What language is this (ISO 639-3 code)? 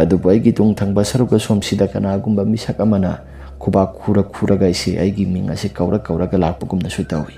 mni